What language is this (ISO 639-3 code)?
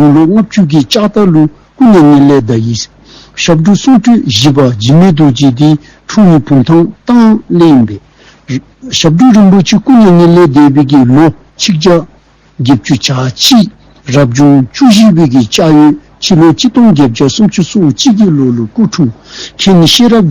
dzo